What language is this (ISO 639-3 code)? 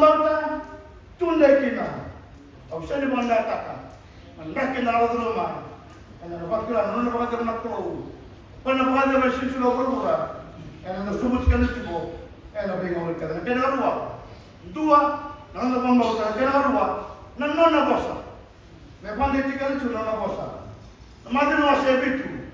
fij